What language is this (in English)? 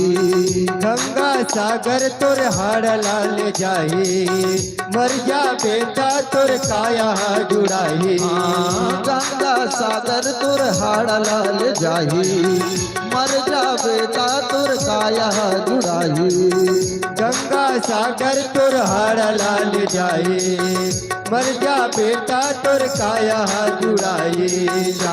Chhattisgarhi